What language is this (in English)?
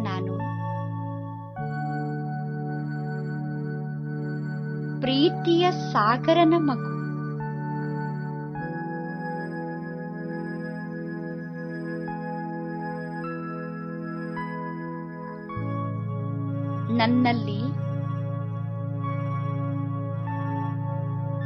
Kannada